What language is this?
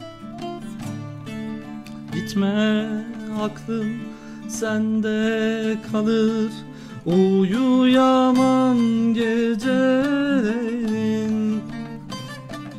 Turkish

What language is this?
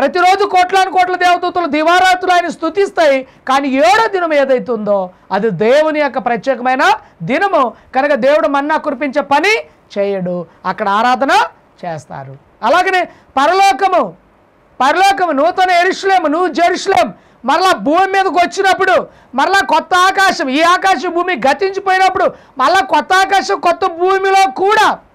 Telugu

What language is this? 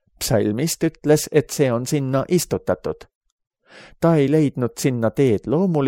Estonian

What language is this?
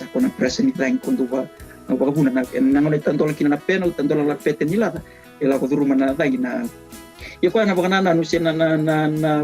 Fijian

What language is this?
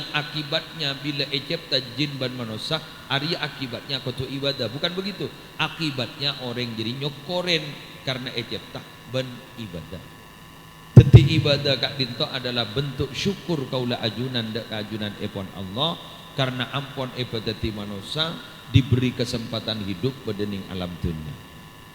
Madurese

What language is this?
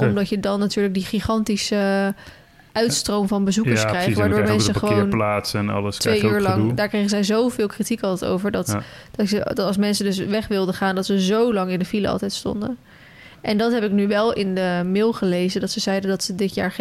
Dutch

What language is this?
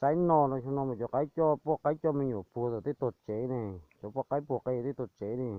Hmong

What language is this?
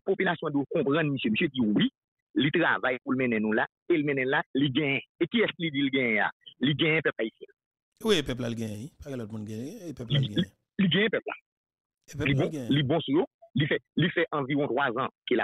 French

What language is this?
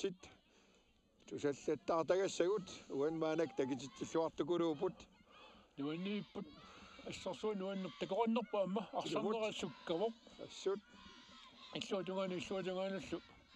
Kalaallisut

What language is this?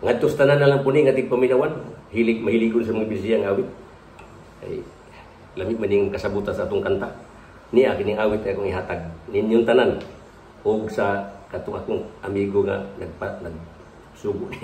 Cebuano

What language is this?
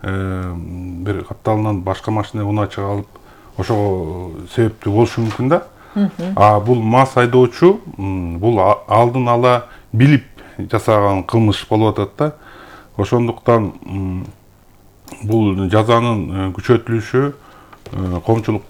Kyrgyz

